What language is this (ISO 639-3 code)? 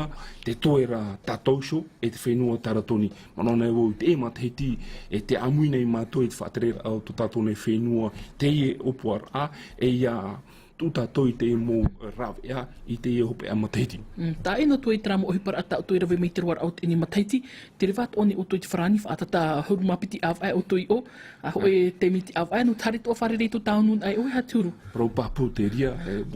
tah